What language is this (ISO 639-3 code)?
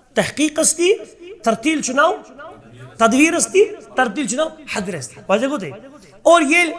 kas